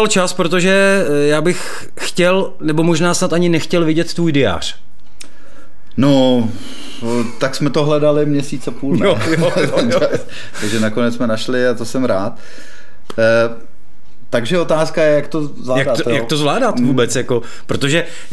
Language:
Czech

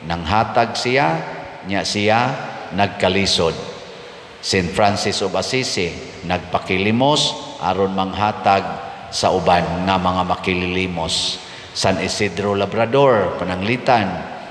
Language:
Cebuano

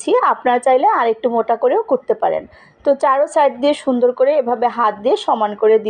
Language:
Bangla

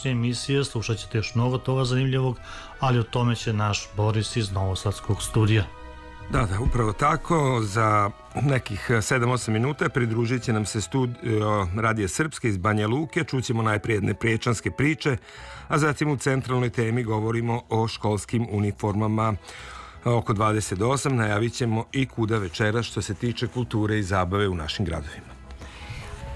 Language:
Serbian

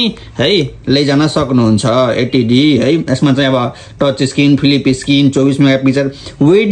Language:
Nepali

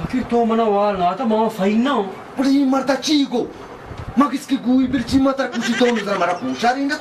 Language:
Baluchi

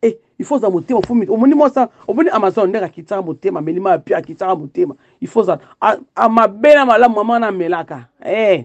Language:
Lingala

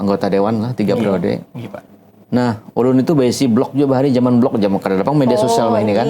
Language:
Banjar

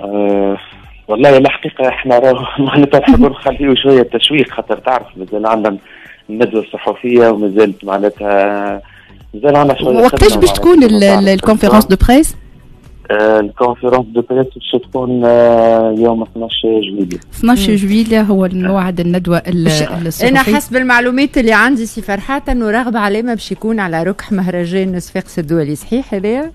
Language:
Tunisian Arabic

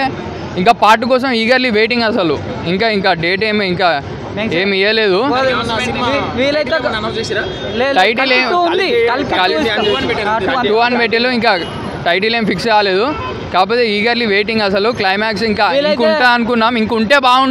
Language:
Telugu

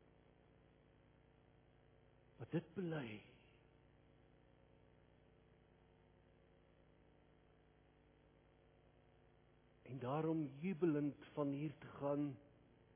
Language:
Afrikaans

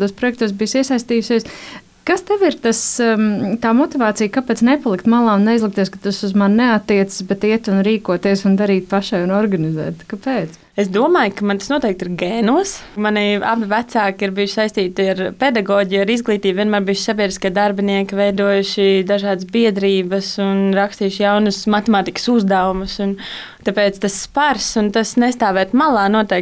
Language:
Latvian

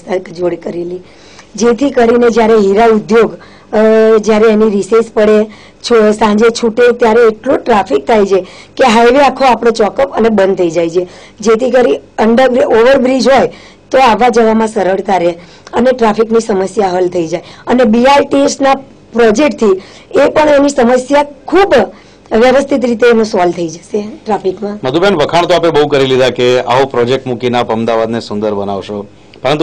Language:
Gujarati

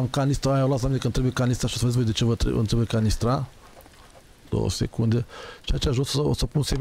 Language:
Romanian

